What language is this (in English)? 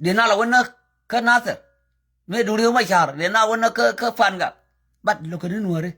Nuer